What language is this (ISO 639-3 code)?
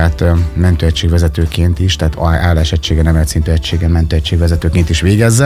hun